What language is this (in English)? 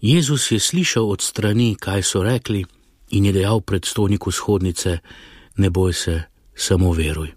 Slovenian